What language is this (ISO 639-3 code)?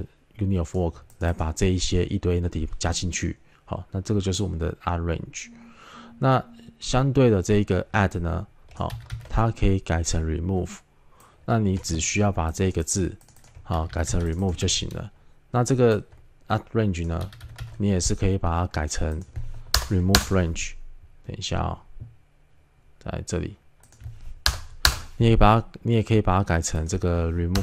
zho